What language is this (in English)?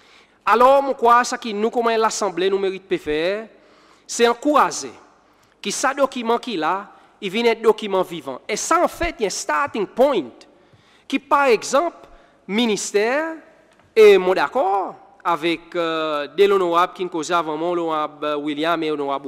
Seselwa Creole French